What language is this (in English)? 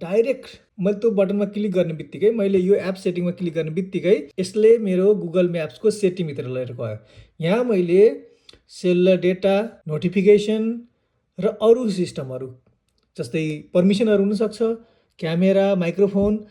Nepali